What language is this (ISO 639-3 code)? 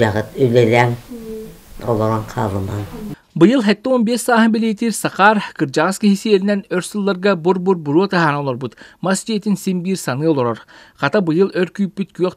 sah